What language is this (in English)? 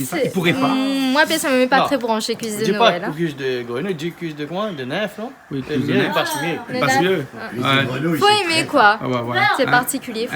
Réunion Creole French